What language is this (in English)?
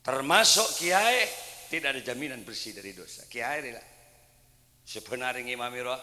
Madurese